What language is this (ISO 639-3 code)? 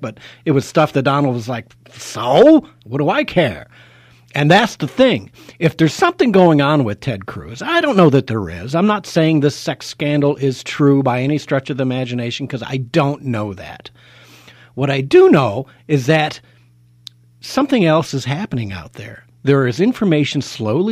eng